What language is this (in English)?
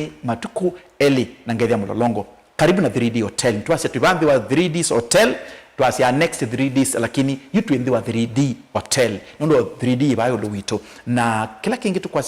Kamba